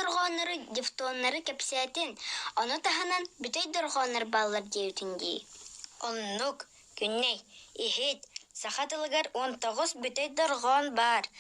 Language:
Yakut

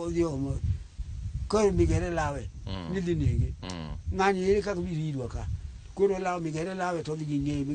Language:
Luo (Kenya and Tanzania)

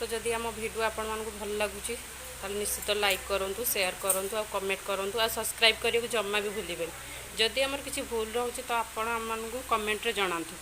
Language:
Odia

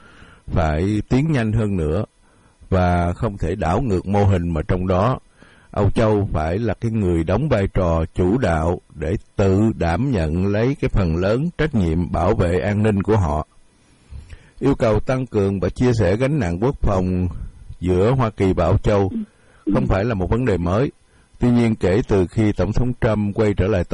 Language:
Vietnamese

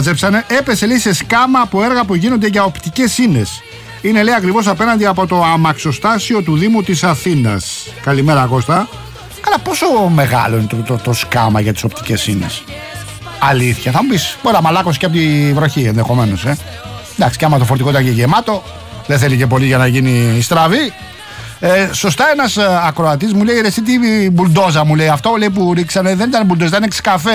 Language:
Greek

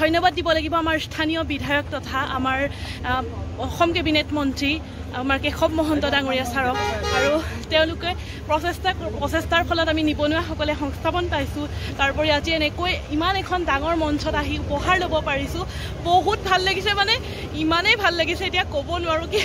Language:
Assamese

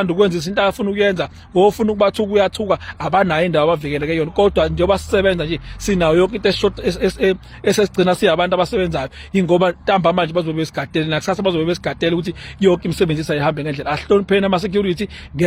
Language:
Zulu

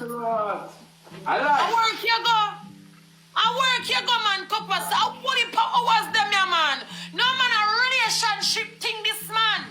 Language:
Jamaican Creole English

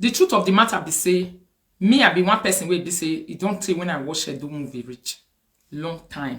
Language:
Nigerian Pidgin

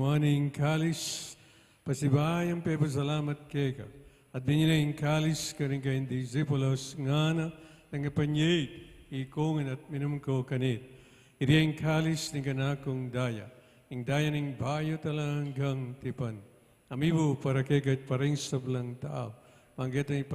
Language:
Pampanga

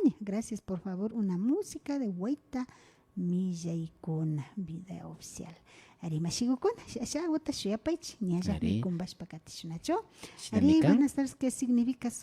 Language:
Imbabura Highland Quichua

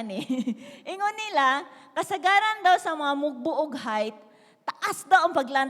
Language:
Cebuano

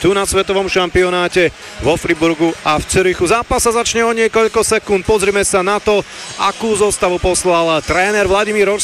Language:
Slovak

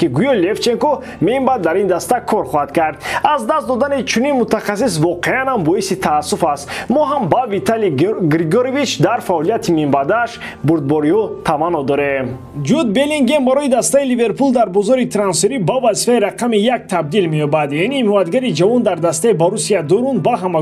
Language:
Tajik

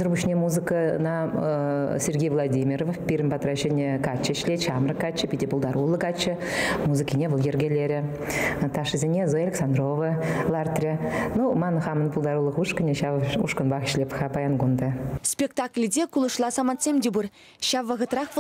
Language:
Chuvash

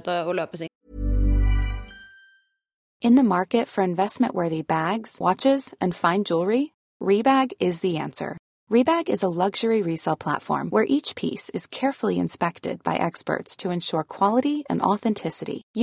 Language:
Norwegian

